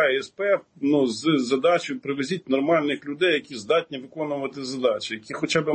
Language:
Ukrainian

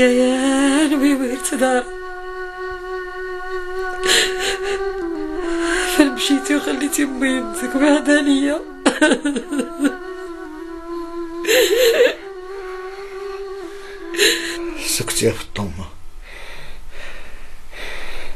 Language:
Moroccan Arabic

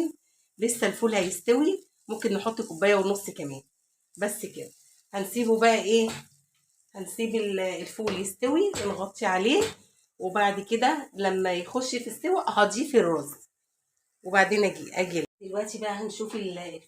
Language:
Egyptian Arabic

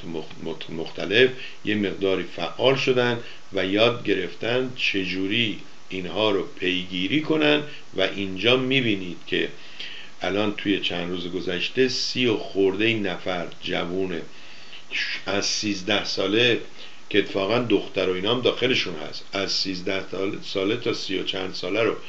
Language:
Persian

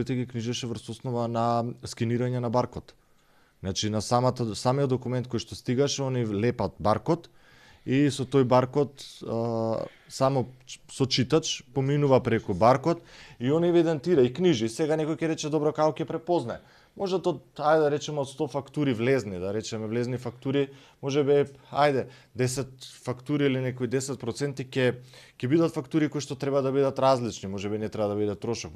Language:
Macedonian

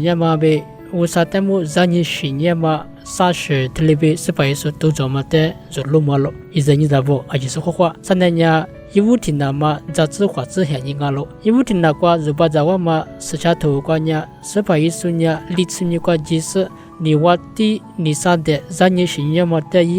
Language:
Lisu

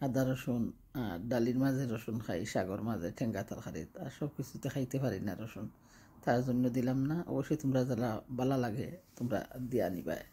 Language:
Sylheti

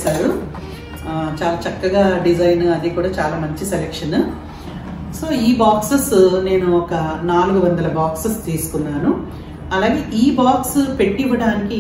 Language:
Telugu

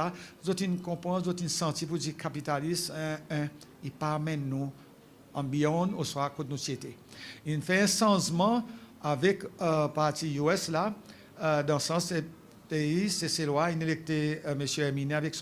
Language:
Seselwa Creole French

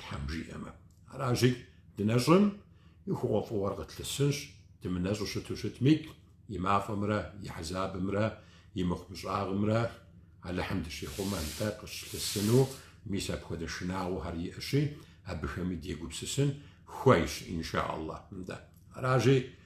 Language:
Kabardian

